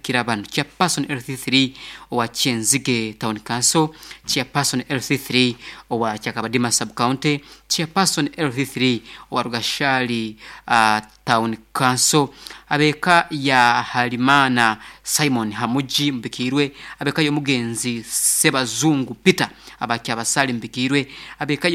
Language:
Nyankole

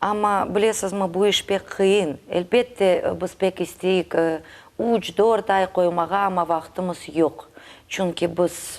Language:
Crimean Tatar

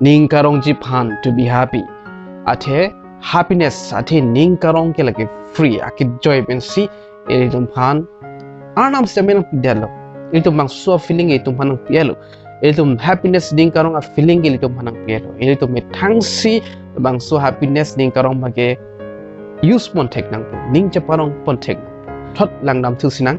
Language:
Karbi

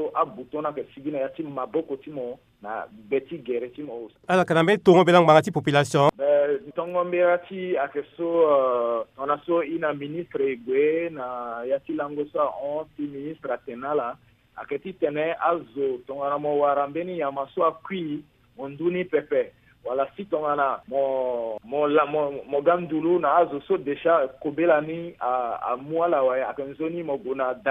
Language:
Sango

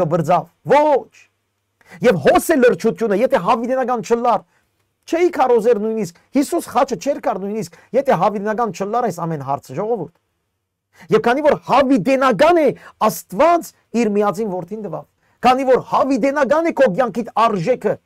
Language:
Western Armenian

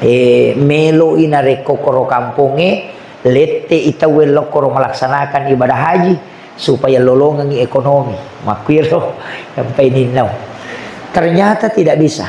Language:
Buginese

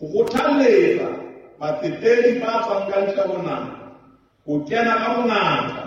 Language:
Southern Sotho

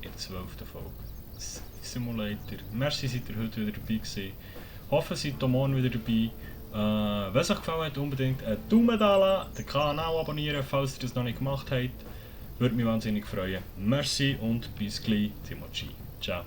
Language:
Swiss German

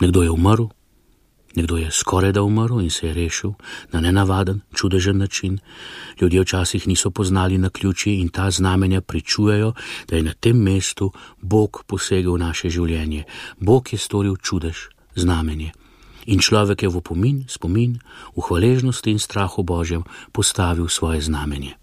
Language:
Slovenian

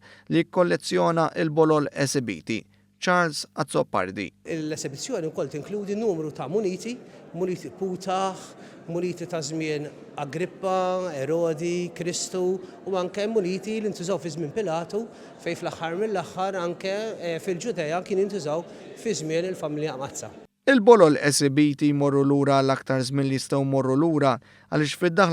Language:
Maltese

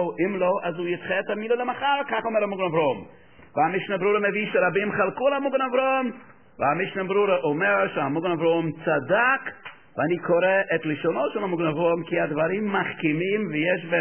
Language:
Hebrew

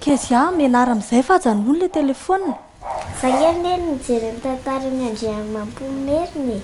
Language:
Malagasy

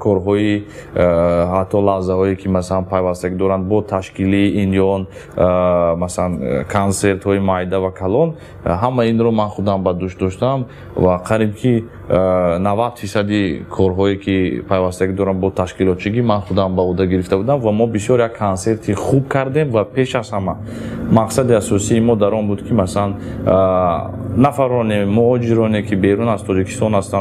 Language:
Tajik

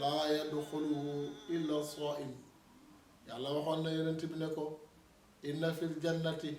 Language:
Wolof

